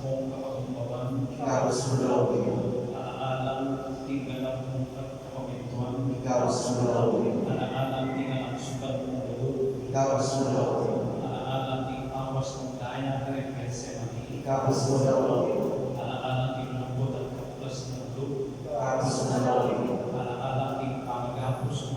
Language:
Pampanga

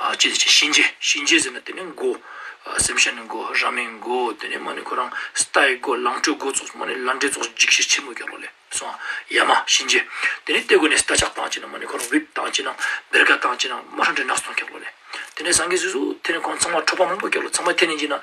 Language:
Ladakhi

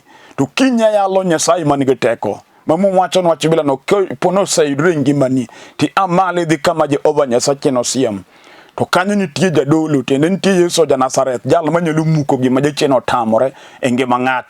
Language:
Luo (Kenya and Tanzania)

